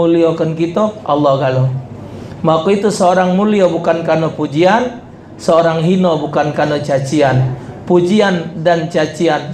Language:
Musi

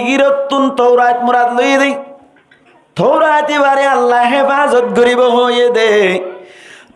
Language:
Rohingya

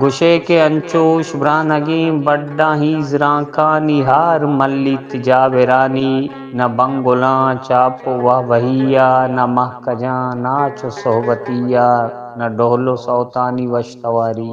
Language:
Eastern Balochi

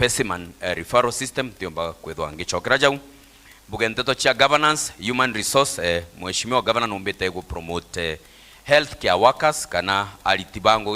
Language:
Meru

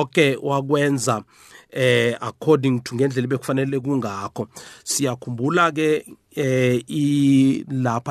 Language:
South Ndebele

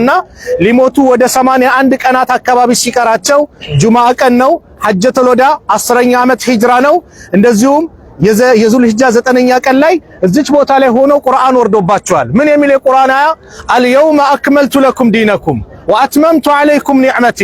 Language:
Amharic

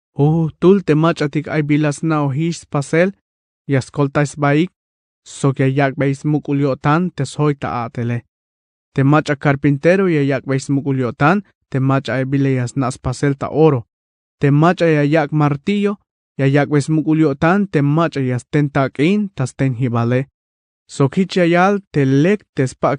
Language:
Tzeltal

